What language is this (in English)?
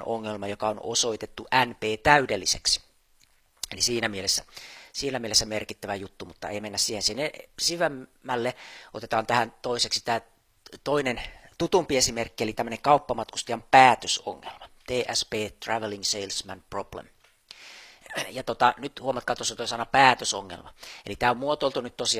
Finnish